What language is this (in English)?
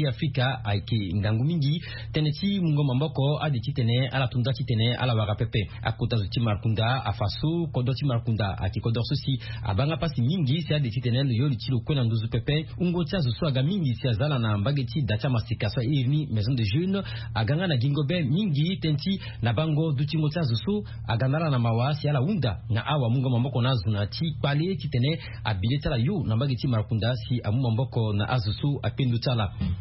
Sango